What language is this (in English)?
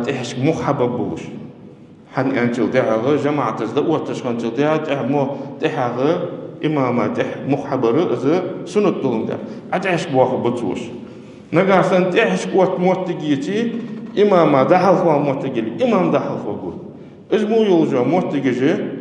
Ingush